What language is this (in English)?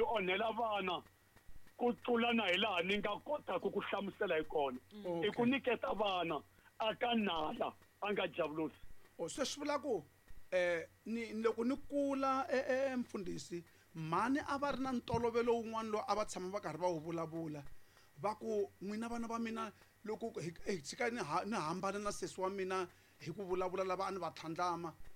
Tsonga